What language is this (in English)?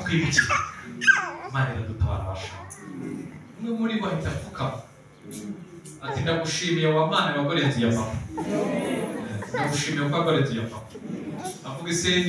Kinyarwanda